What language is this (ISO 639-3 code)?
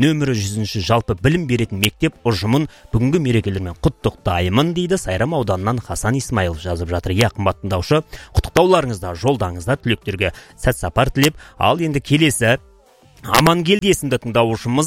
kaz